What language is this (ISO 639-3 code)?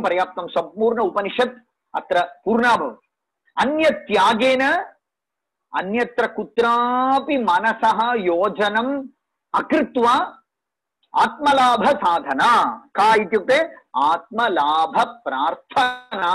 san